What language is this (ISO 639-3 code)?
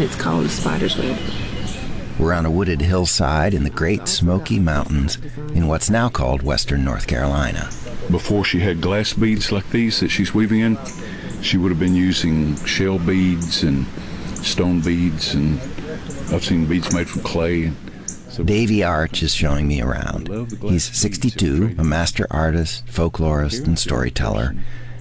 eng